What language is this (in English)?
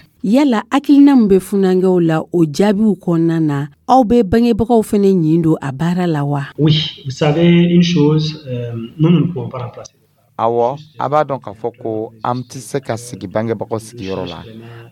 Dyula